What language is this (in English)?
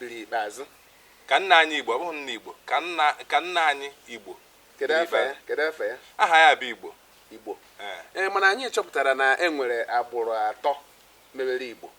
Igbo